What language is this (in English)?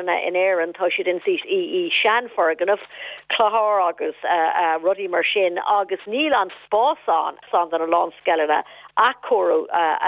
Irish